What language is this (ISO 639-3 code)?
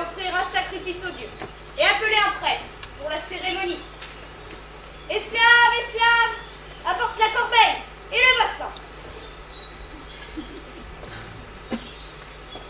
fra